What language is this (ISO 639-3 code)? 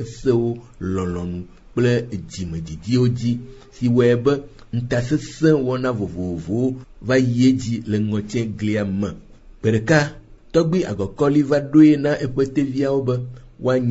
ewe